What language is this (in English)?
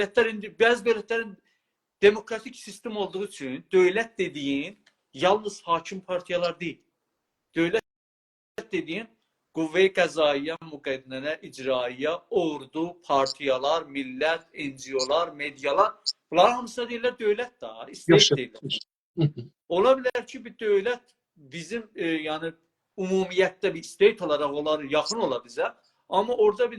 South Azerbaijani